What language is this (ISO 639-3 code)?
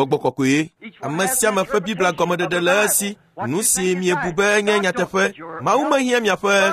ewe